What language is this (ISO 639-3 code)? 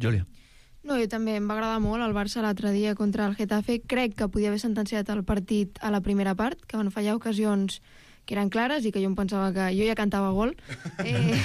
cat